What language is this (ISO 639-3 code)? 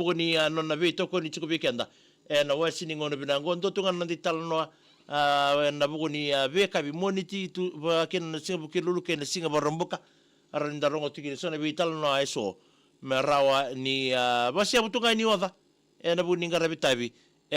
fij